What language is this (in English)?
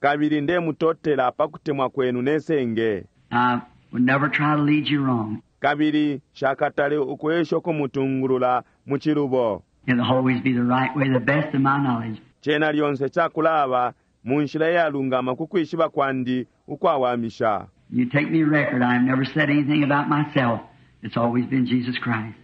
Bemba